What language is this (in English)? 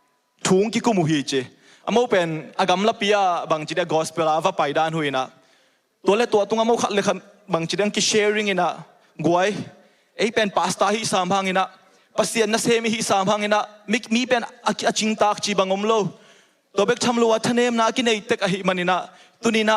Tedim Chin